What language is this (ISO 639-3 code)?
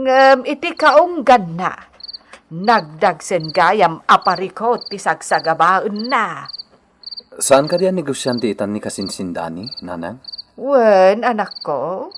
ilo